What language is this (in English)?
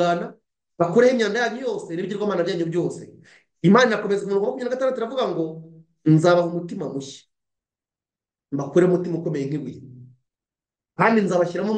Kinyarwanda